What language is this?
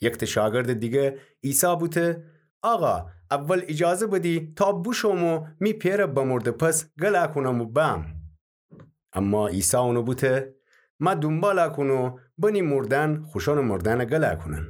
Gilaki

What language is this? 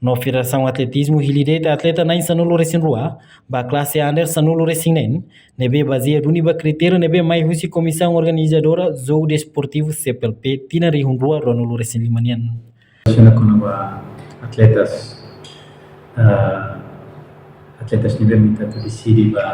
Tetum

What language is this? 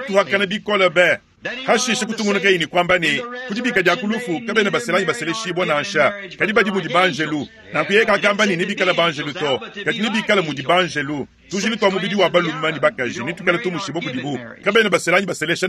Luba-Lulua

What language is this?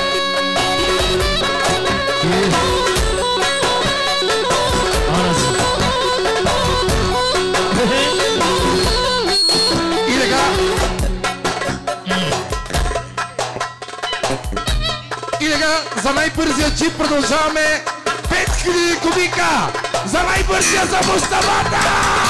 Bulgarian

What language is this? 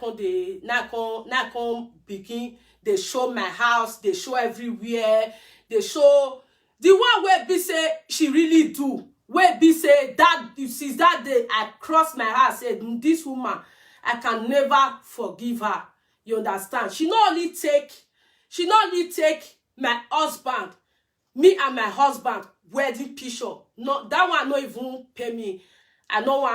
Nigerian Pidgin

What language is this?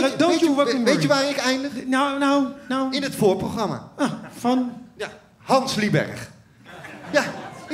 Dutch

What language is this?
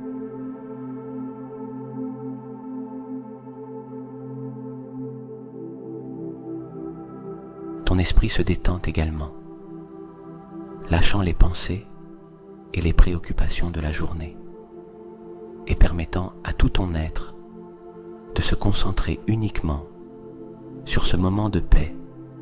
French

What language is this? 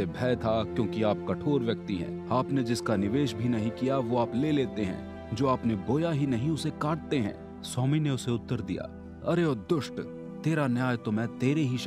Hindi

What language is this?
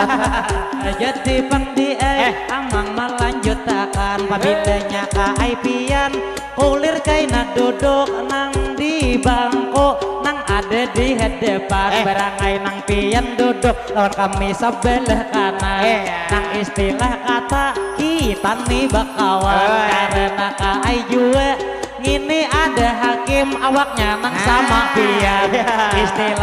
Banjar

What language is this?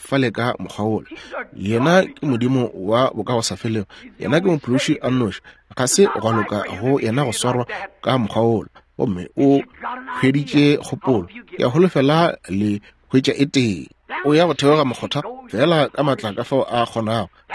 Northern Sotho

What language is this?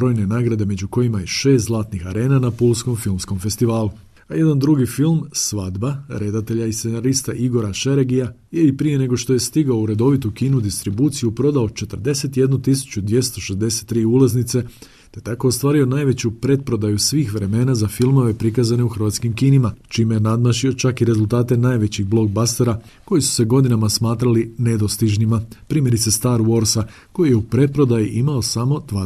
Croatian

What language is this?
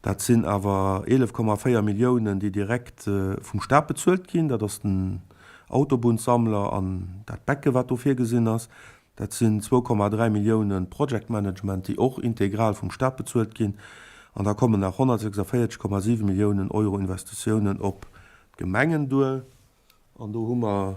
Luxembourgish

